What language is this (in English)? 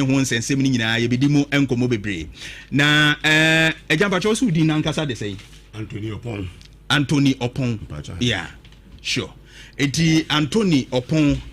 Akan